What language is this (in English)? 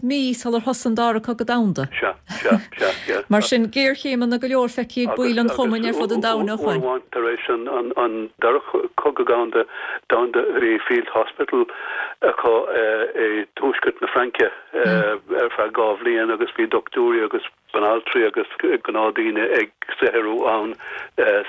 Irish